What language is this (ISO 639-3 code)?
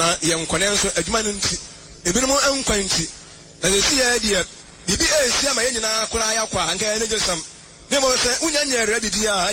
aka